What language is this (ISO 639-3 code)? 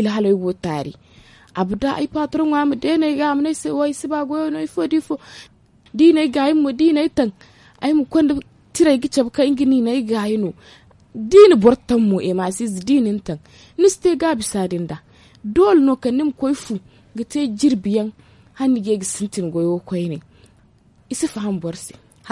dje